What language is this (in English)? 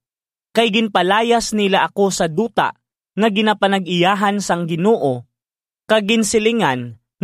Hiligaynon